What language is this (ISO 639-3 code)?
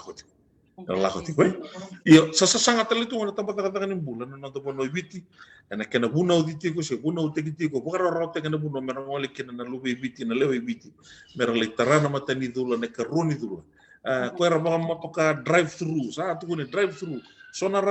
fij